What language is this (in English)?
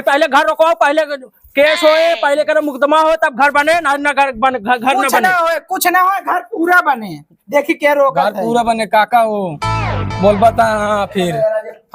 Awadhi